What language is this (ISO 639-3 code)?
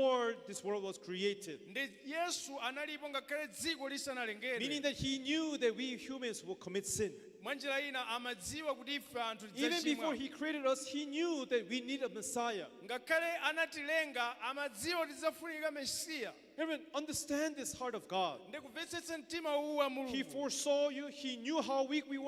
nya